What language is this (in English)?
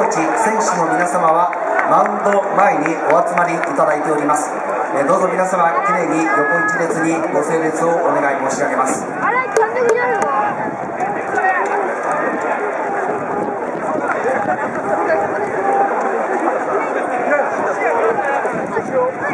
Japanese